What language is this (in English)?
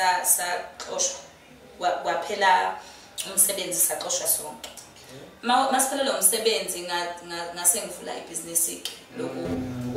Zulu